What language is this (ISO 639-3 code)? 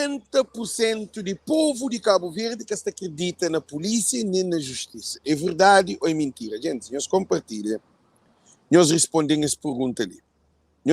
kea